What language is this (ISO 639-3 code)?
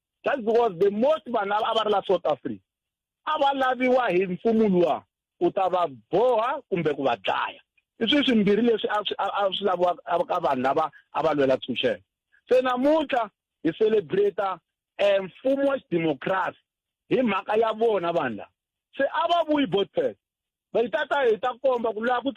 tso